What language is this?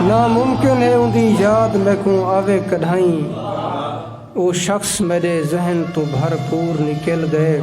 Saraiki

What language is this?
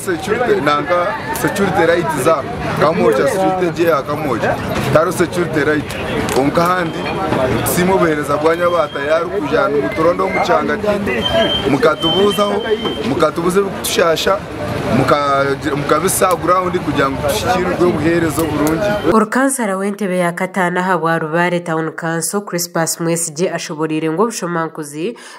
Nyankole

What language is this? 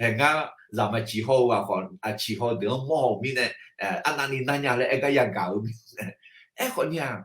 Akha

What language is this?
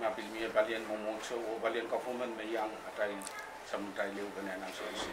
Pohnpeian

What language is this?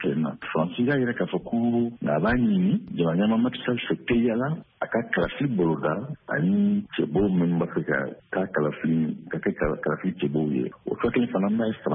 Bambara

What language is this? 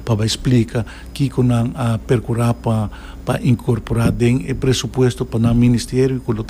Papiamento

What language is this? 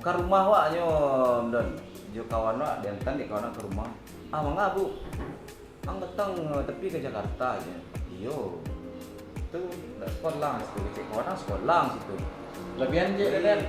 Minangkabau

